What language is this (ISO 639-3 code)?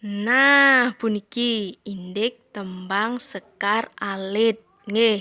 ban